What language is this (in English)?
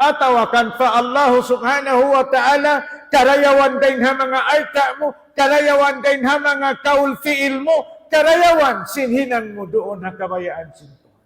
Tausug